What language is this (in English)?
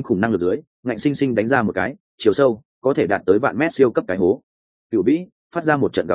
Vietnamese